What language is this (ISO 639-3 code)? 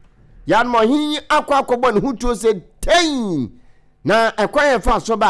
aka